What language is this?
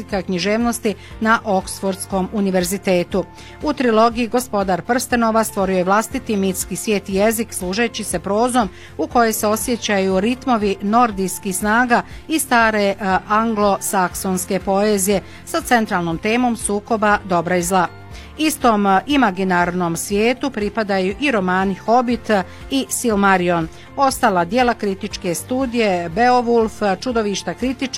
Bosnian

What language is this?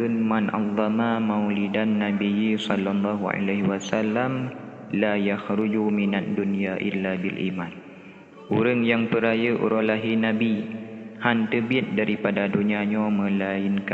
Achinese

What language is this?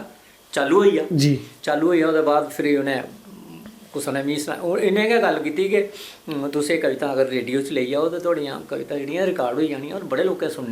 Dogri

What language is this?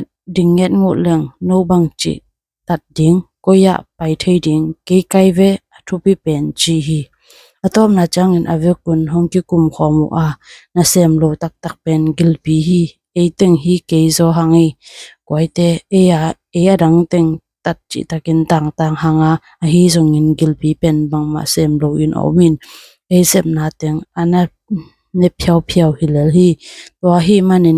Tedim Chin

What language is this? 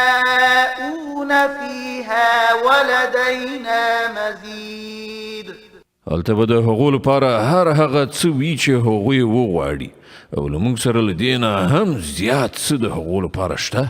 Pashto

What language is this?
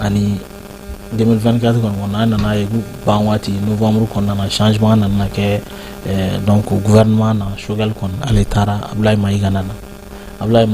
Bambara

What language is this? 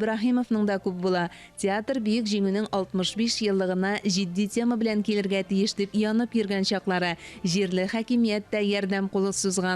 Tatar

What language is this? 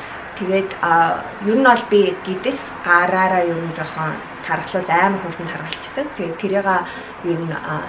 Mongolian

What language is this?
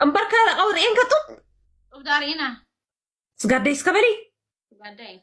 Tigrinya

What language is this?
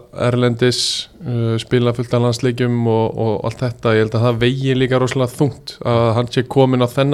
Icelandic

